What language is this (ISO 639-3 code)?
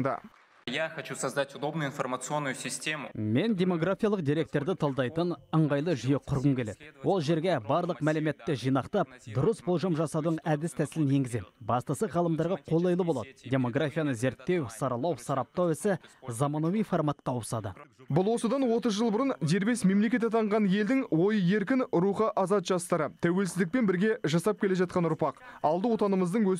kaz